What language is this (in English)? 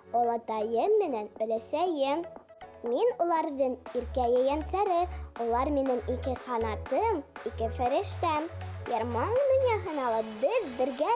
Bashkir